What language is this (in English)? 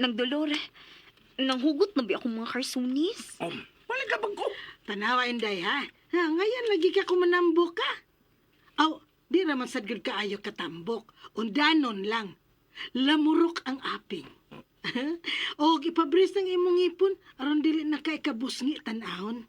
Cebuano